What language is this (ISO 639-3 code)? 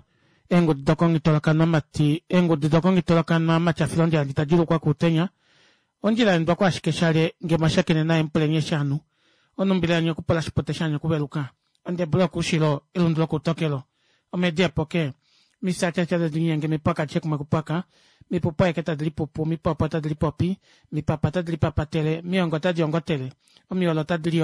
kua